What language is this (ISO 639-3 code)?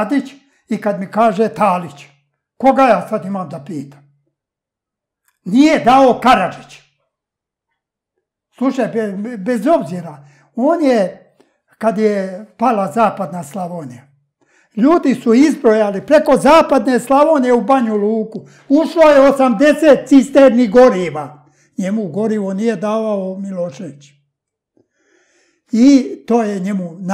srp